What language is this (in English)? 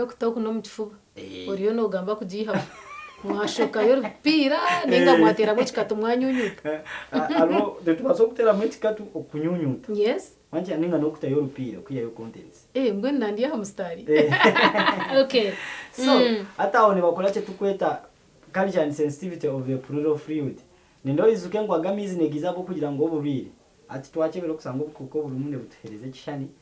Nyankole